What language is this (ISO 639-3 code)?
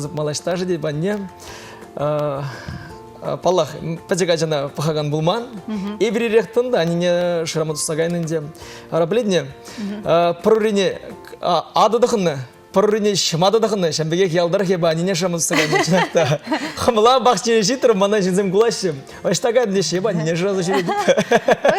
chv